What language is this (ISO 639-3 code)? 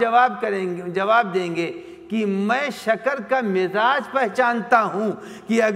urd